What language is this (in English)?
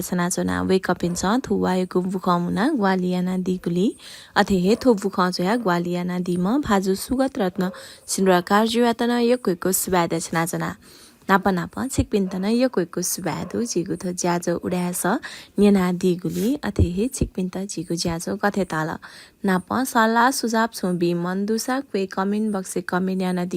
Newari